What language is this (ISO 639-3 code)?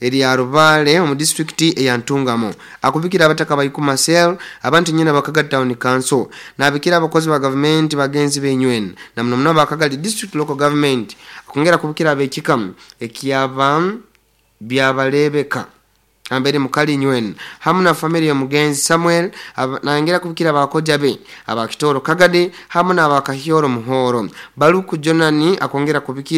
nyo